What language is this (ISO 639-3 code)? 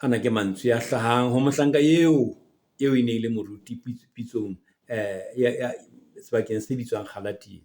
sot